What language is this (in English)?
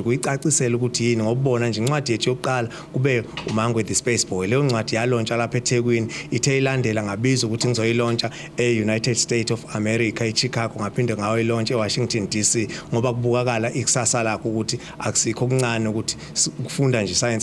Zulu